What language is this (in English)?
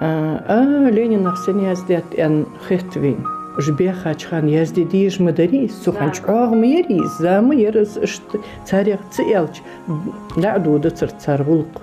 Ingush